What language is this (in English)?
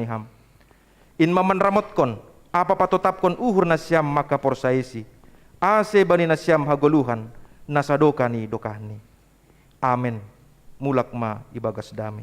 Batak Simalungun